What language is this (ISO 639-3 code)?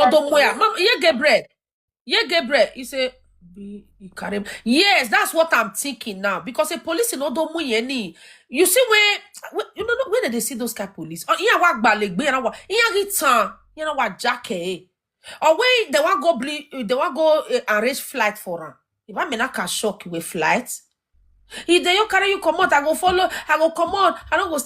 pcm